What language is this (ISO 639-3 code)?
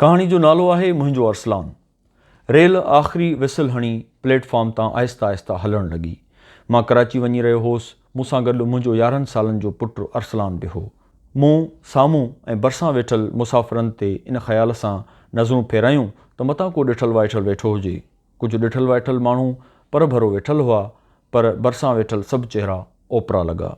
snd